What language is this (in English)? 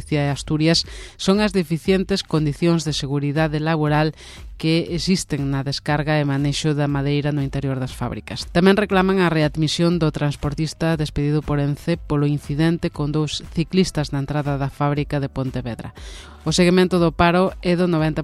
Galician